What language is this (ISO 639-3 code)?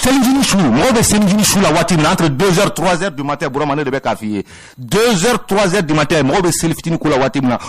bam